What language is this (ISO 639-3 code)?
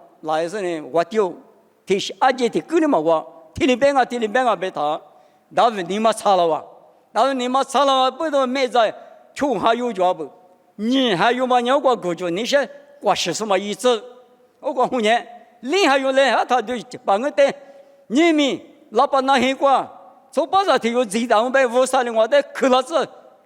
lis